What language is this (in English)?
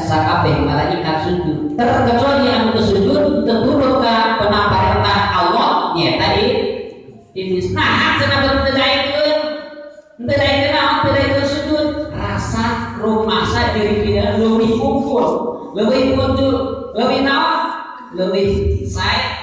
Sundanese